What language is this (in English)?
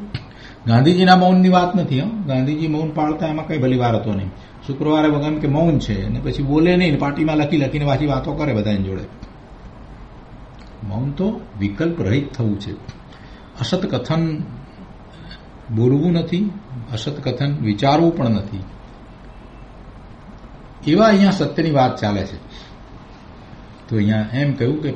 Gujarati